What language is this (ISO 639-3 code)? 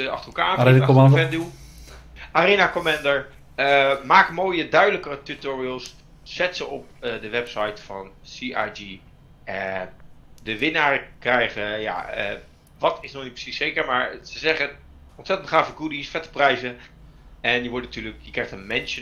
nld